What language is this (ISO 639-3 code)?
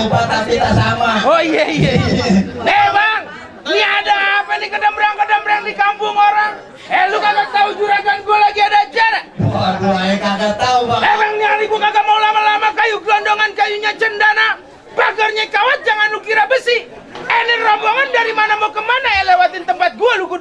bew